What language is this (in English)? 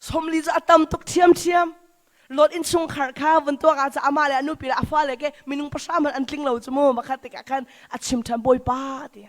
Hakha Chin